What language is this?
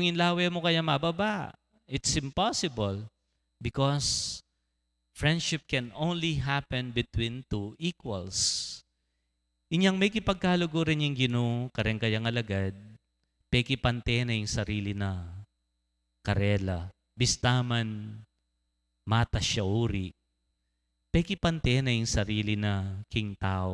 Pampanga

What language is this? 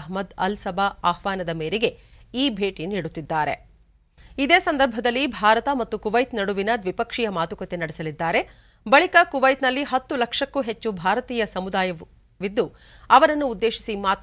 Kannada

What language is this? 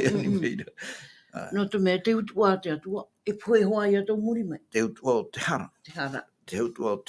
Tahitian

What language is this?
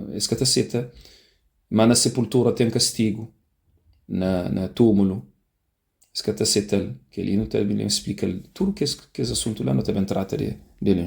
Kabuverdianu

